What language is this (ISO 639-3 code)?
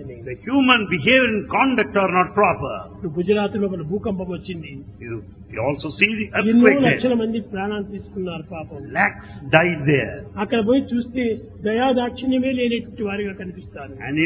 tel